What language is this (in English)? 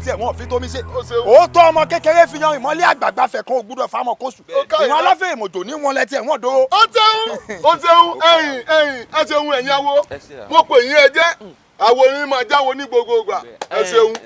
Yoruba